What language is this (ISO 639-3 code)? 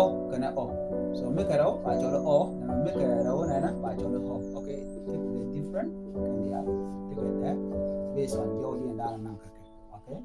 nus